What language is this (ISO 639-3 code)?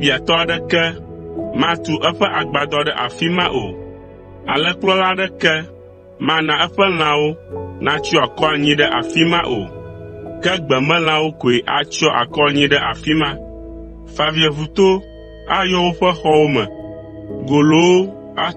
ewe